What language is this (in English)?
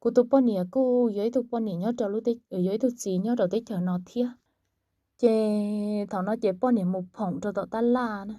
Hmong